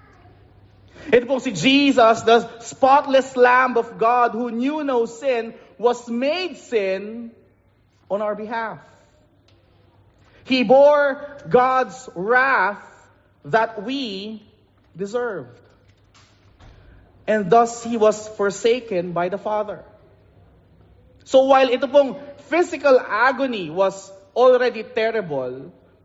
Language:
Filipino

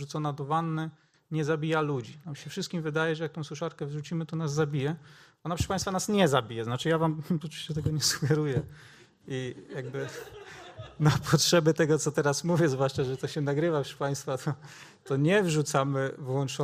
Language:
Polish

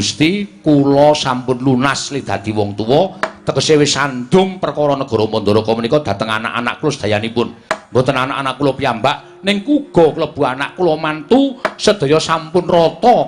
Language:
Javanese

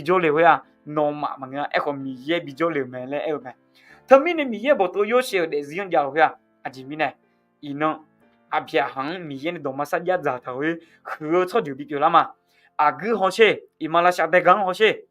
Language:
Akha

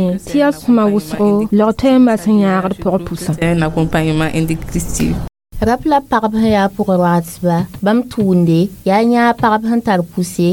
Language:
Mossi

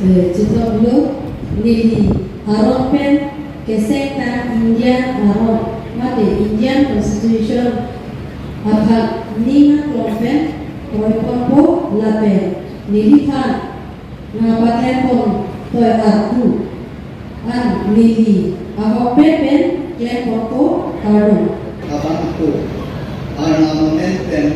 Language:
Karbi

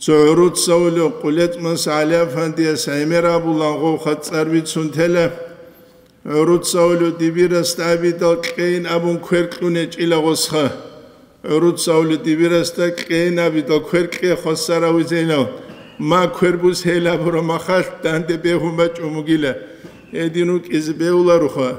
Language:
Avaric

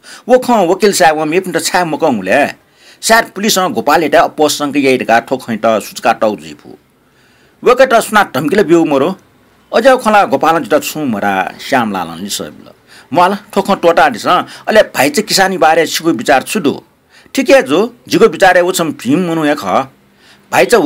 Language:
Newari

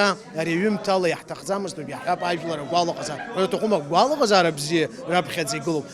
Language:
Abkhazian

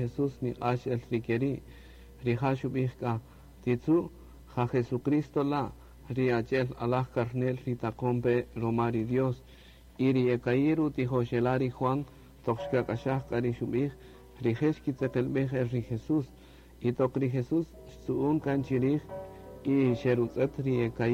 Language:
Kaqchikel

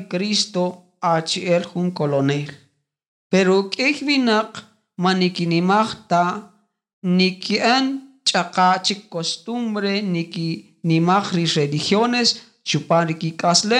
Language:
Kaqchikel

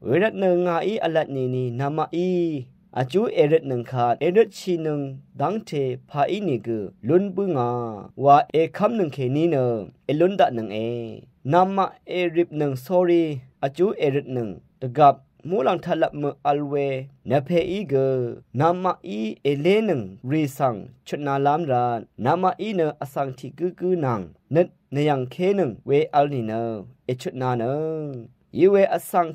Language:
Rawang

